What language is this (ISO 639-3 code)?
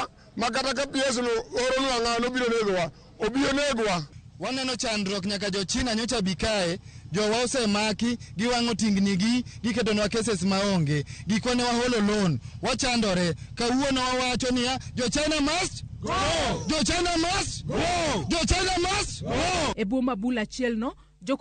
luo